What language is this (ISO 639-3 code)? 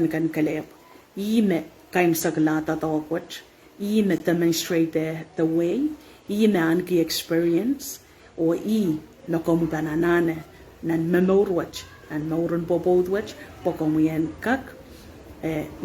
pon